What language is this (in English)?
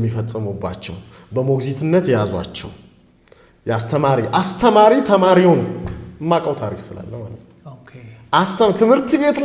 Amharic